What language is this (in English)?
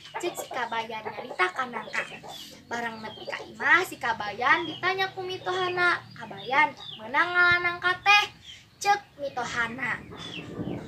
Sundanese